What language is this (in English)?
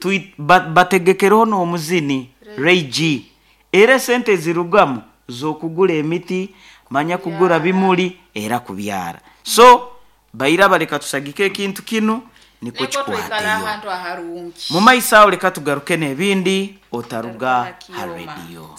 Nyoro